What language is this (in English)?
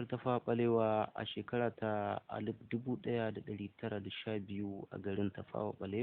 Hausa